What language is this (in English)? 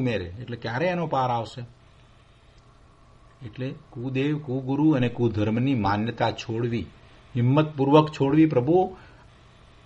Gujarati